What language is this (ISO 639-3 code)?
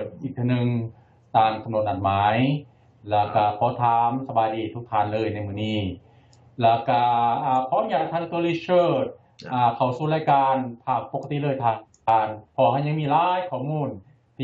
lao